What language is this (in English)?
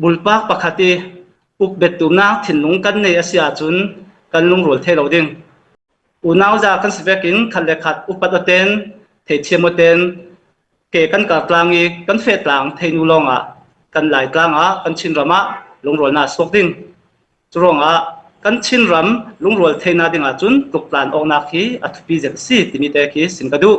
Falam Chin